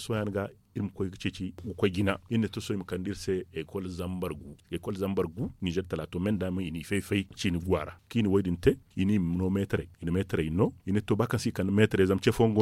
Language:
Zarma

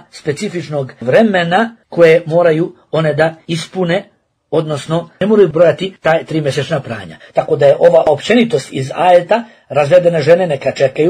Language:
Bosnian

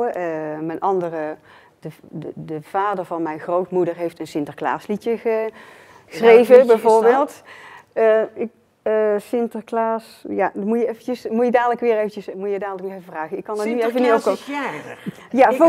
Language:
Dutch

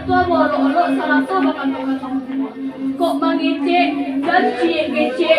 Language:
Minangkabau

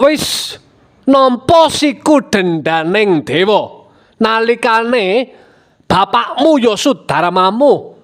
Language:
Javanese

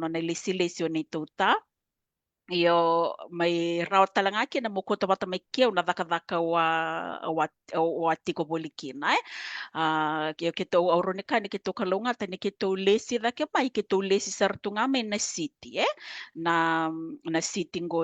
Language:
Fijian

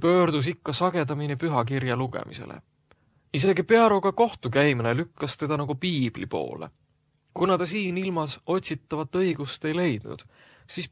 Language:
Estonian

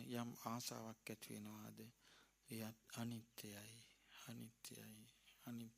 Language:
Sinhala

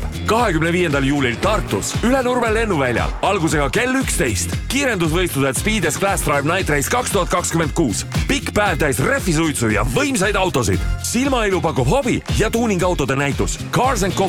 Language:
Estonian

